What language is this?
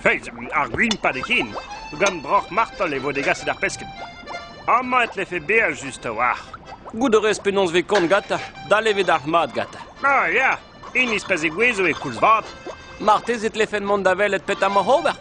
Breton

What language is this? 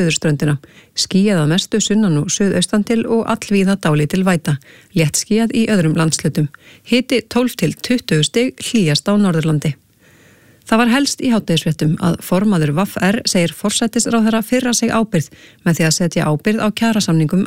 Icelandic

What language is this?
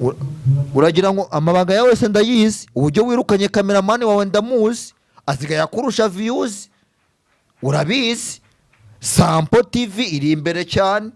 Kinyarwanda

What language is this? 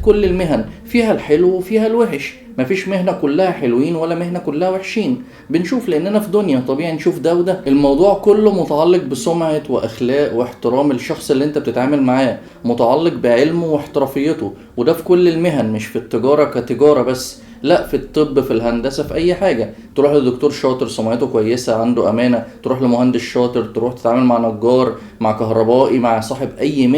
Egyptian Arabic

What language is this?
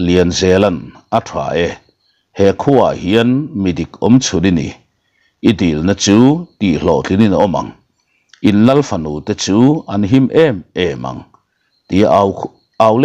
Mizo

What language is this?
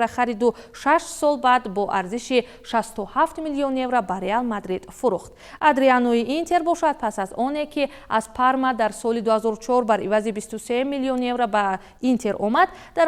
Tajik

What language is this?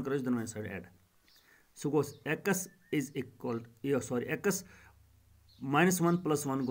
Kashmiri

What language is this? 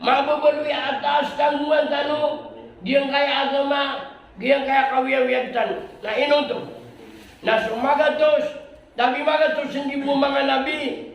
Maranao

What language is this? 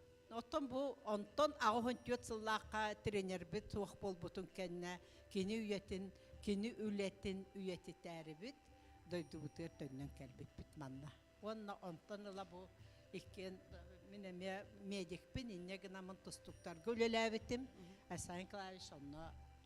Yakut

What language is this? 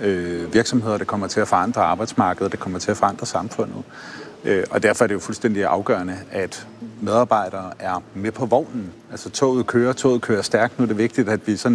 Danish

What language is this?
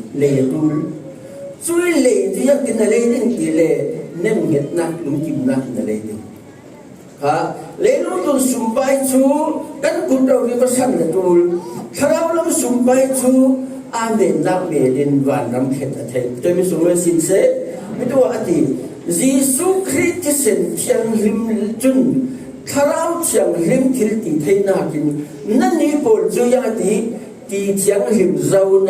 Falam Chin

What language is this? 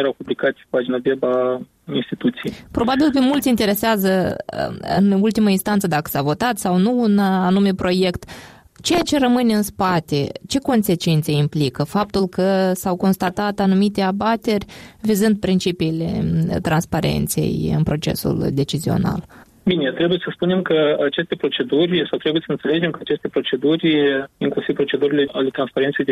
Romanian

